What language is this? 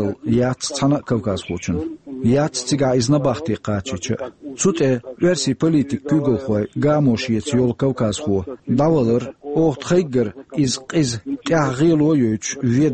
Chechen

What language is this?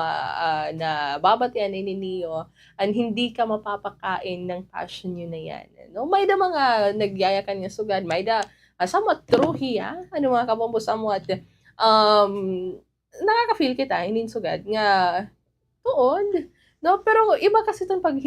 Waray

